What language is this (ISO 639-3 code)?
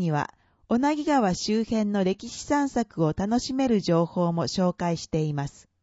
jpn